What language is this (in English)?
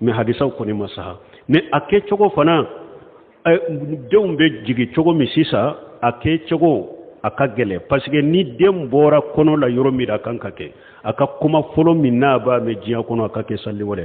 Bambara